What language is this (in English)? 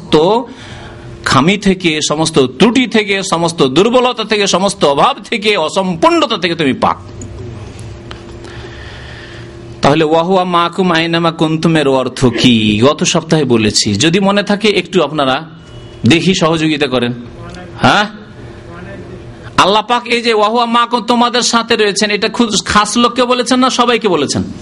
Bangla